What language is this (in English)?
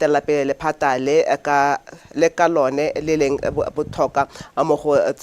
Tswana